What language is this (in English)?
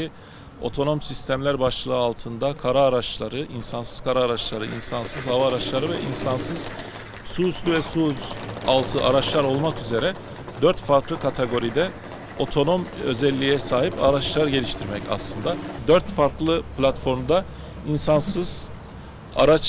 Turkish